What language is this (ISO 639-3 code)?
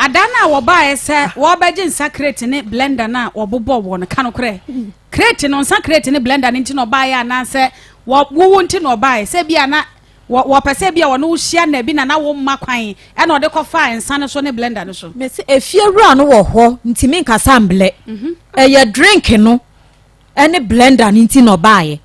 aka